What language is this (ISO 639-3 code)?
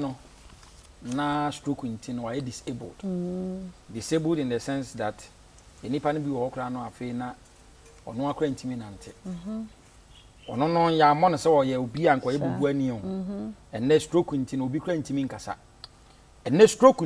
aka